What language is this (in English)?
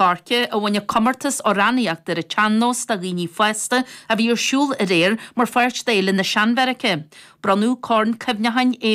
Irish